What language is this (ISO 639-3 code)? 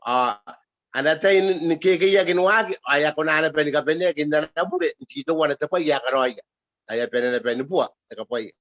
gil